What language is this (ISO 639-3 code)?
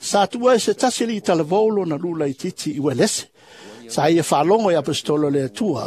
smo